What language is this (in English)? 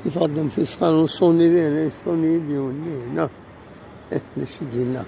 Kabyle